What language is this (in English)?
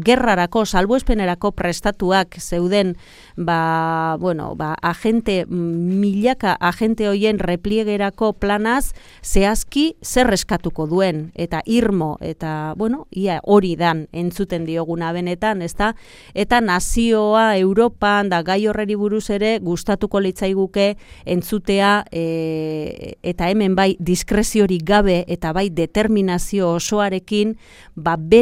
Basque